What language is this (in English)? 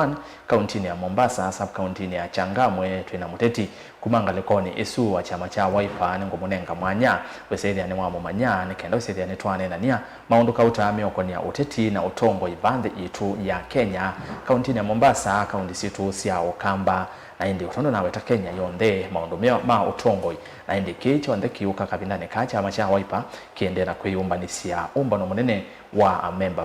Kamba